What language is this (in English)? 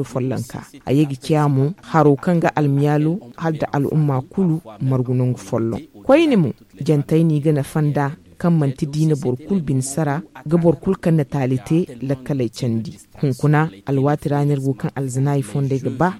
Zarma